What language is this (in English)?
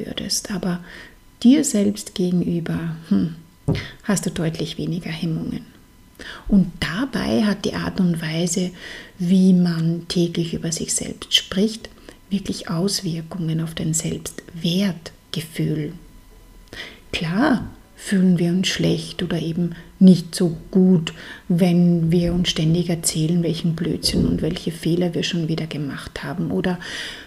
German